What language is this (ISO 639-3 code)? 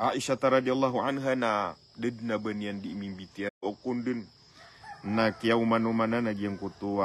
mrw